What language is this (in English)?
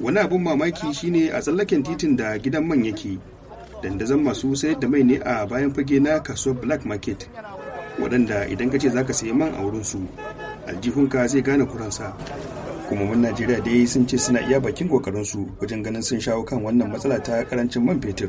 Hausa